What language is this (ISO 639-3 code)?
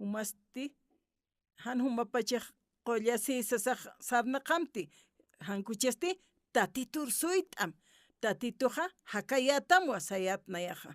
aym